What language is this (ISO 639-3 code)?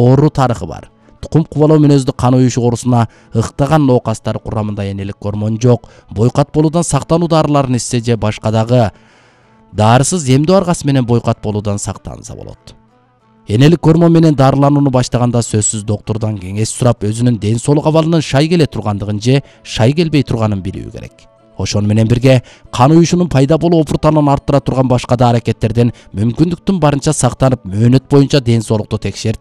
kir